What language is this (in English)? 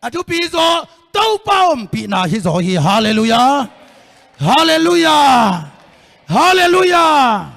Tedim Chin